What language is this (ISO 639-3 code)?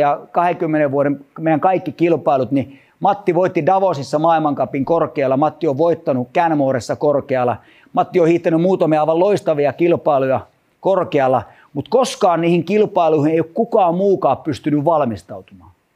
fin